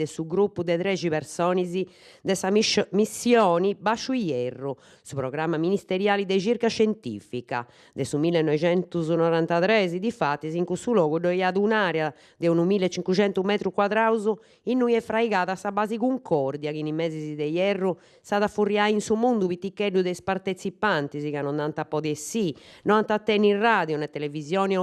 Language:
Sardinian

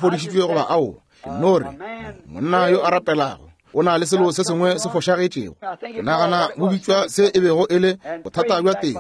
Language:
Northern Sotho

